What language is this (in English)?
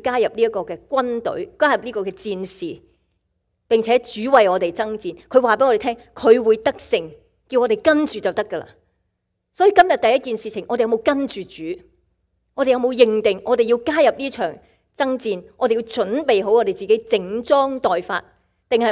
Cantonese